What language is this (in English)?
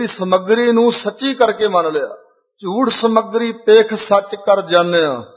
Punjabi